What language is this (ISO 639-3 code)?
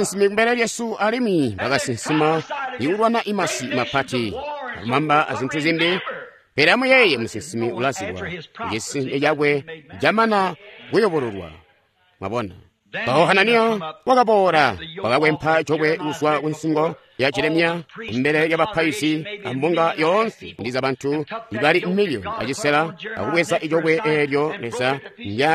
toi